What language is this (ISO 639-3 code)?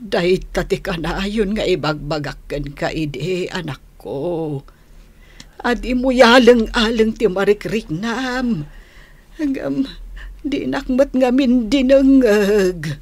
ilo